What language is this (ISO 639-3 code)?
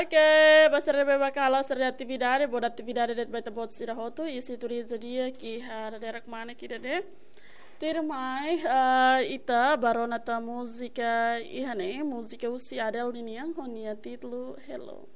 tet